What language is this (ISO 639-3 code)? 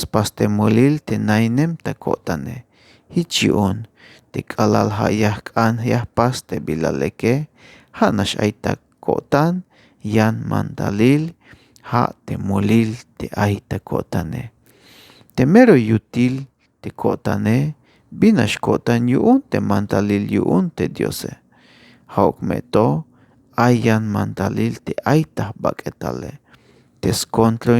tzh